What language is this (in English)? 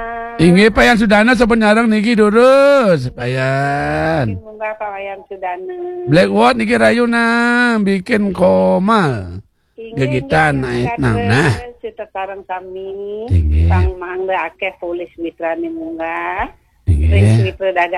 Balinese